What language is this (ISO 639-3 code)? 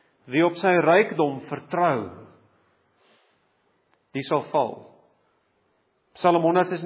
afr